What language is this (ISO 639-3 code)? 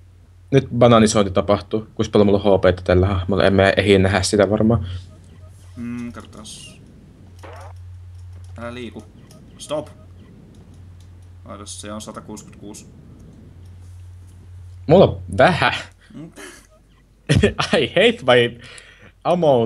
fin